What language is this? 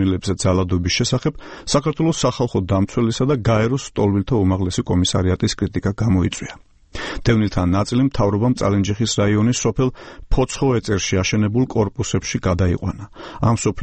Georgian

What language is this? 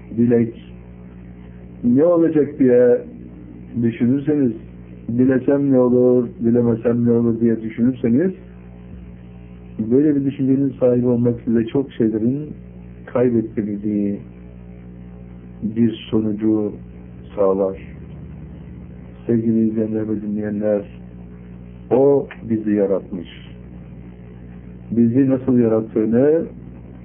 Turkish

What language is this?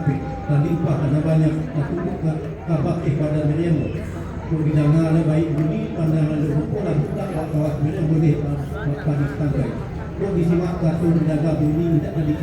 Minangkabau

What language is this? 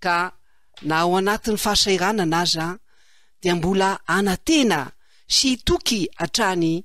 Malagasy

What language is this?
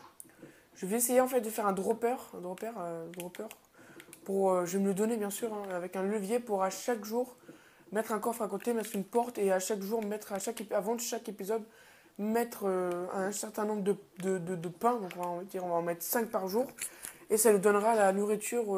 French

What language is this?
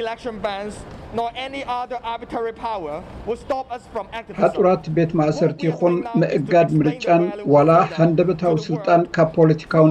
Tigrinya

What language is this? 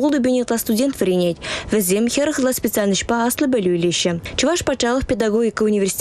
Chuvash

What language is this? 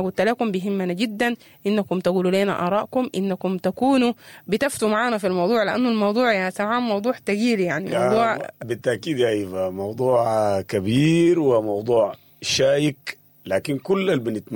Sudanese Arabic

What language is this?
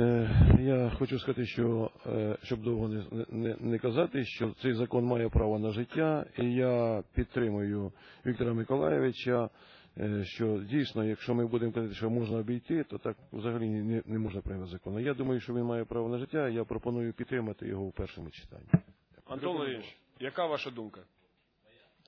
Ukrainian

